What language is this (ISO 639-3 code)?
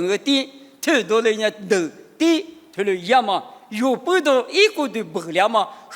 lis